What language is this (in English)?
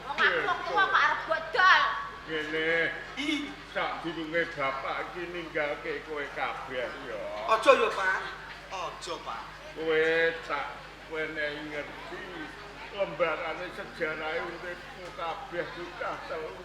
Javanese